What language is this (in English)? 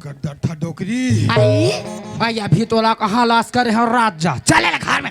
Chhattisgarhi